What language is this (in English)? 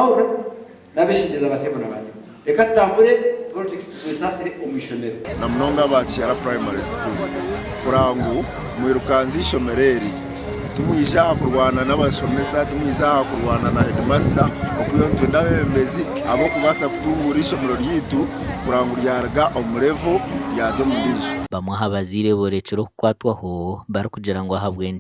Nyankole